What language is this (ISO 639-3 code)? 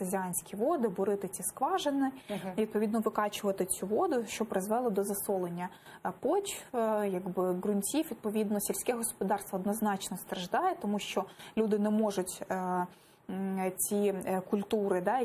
ukr